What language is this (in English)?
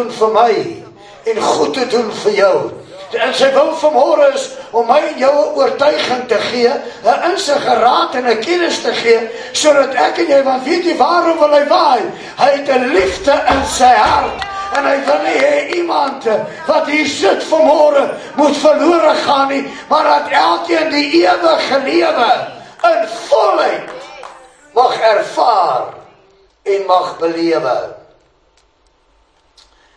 Afrikaans